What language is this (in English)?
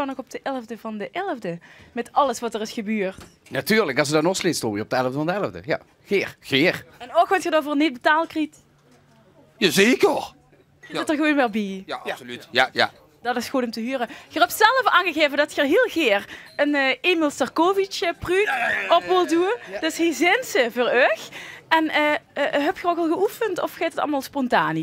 Limburgish